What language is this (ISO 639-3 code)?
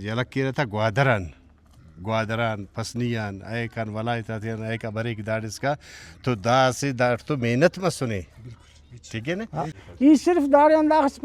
brh